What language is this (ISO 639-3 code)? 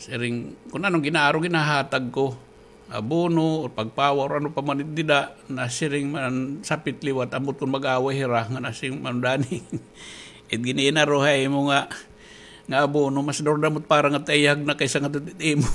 war